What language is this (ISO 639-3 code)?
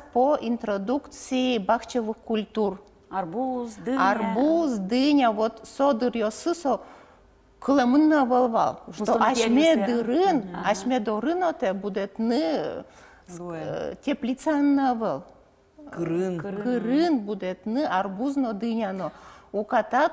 udm